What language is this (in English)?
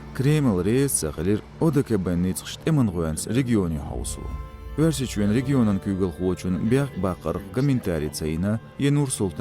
Chechen